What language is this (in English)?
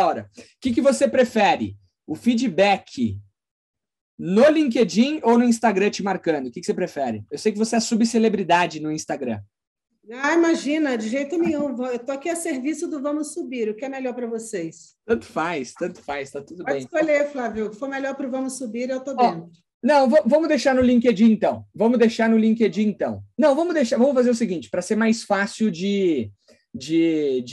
Portuguese